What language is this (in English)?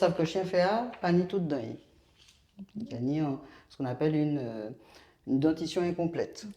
Guadeloupean Creole French